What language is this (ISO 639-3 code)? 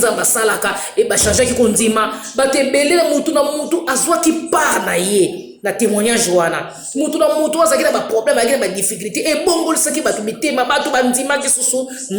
lin